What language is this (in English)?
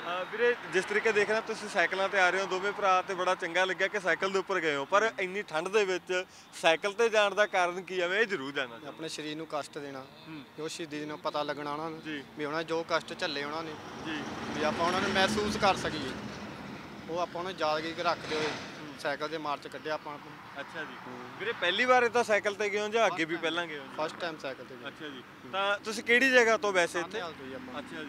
Punjabi